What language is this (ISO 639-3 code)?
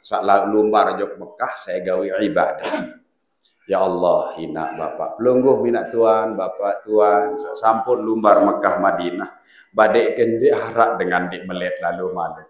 sas